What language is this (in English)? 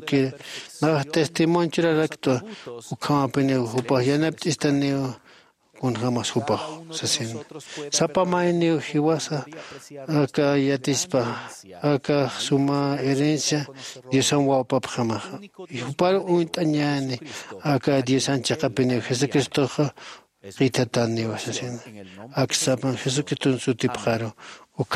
Aymara